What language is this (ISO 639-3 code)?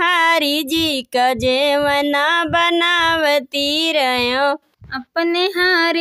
bho